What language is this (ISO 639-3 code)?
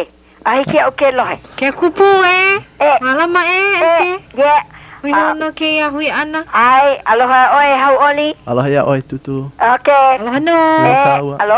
haw